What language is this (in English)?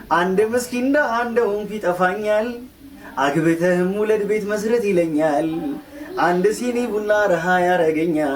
Amharic